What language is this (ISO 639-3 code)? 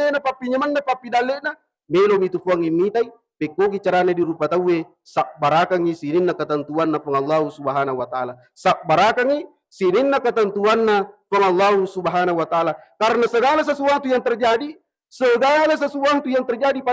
bug